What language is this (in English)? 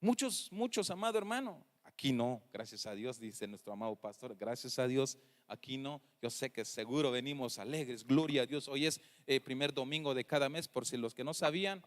Tzeltal